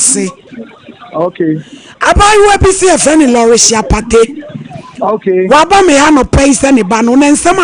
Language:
Akan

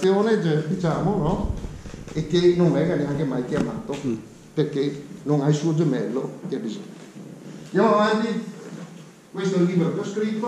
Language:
Italian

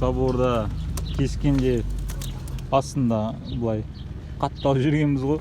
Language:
Kazakh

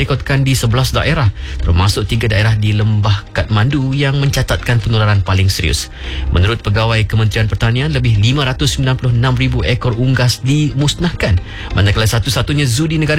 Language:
Malay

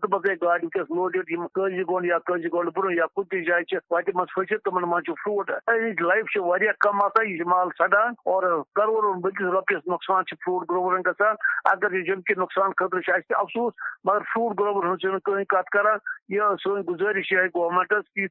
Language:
Kashmiri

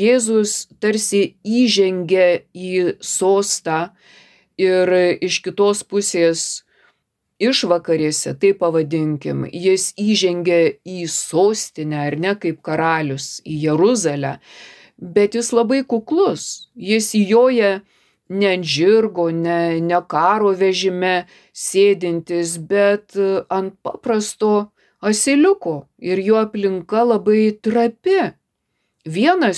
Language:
Lithuanian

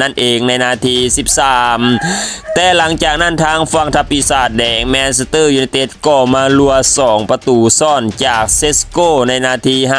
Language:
Lao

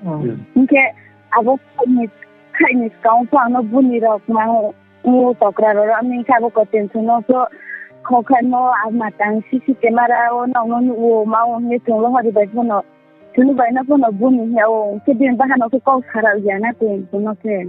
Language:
Riang (India)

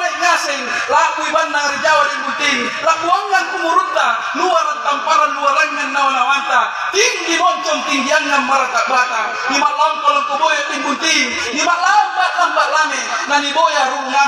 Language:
Makasar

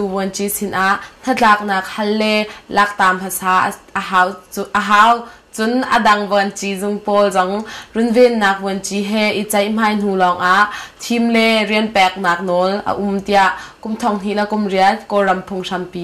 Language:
Hakha Chin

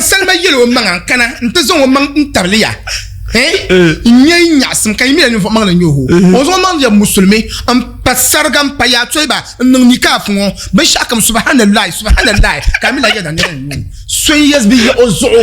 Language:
Dagbani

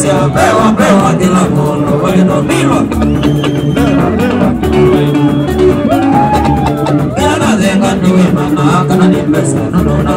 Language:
Swahili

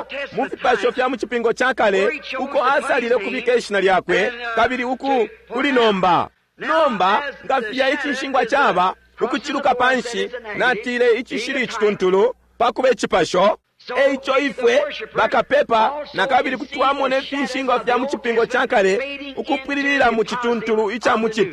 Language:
Bemba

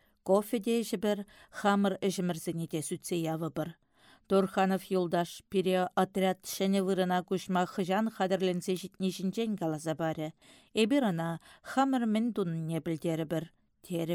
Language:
Chuvash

